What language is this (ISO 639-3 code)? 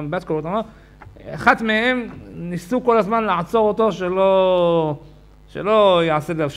heb